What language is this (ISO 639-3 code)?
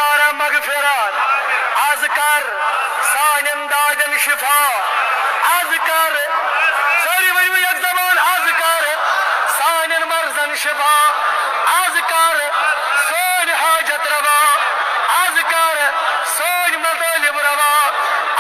kas